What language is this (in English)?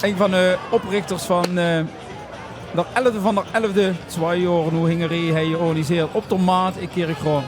Limburgish